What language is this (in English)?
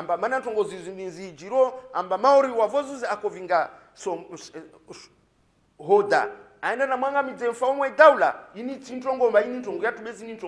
Swahili